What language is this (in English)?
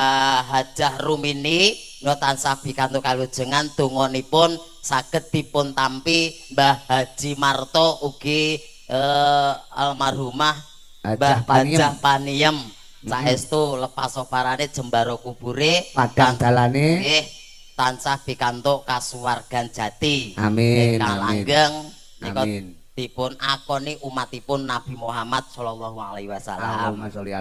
Javanese